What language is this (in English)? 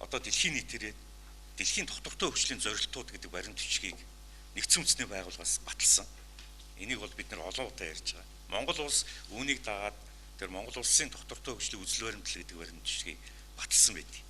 Mongolian